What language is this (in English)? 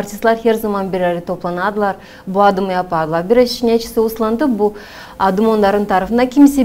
Gagauz